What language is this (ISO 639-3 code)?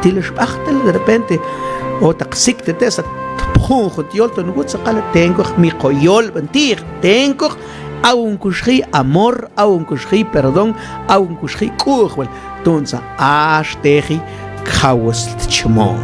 mam